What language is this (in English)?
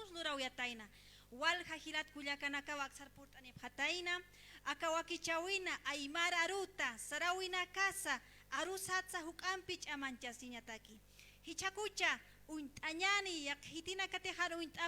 Aymara